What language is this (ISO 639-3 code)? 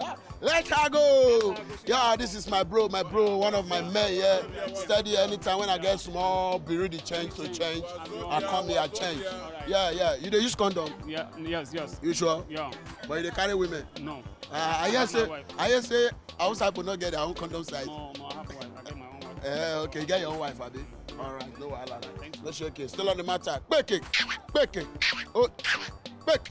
pcm